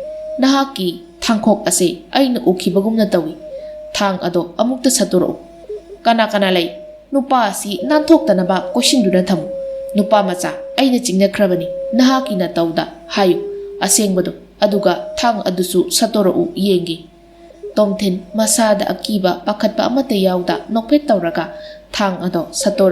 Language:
Manipuri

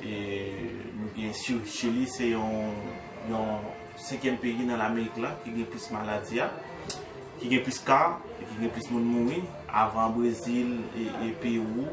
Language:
Haitian Creole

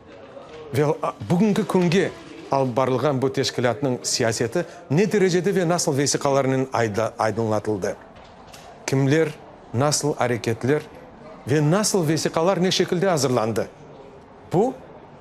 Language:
Crimean Tatar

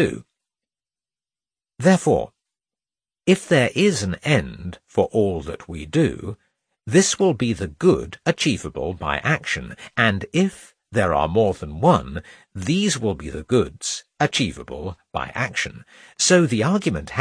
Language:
English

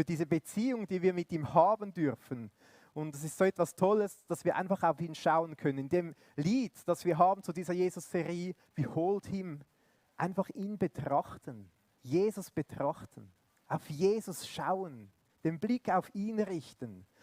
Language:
Swiss German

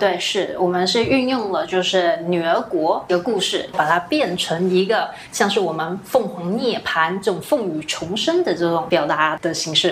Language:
Chinese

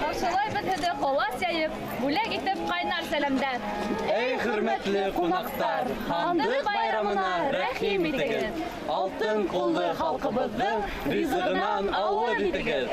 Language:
Bashkir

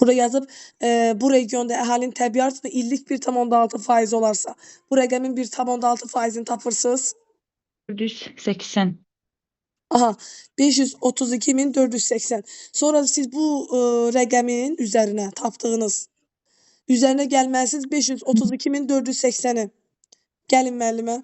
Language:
Azerbaijani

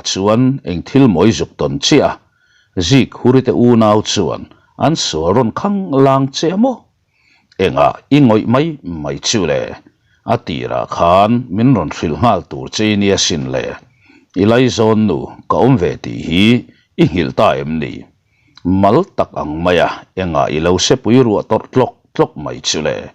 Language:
Mizo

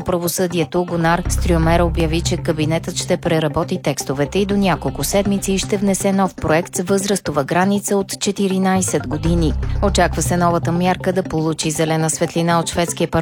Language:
Bulgarian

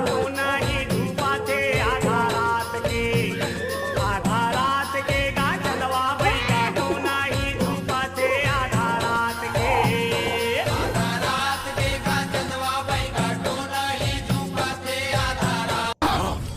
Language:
Chhattisgarhi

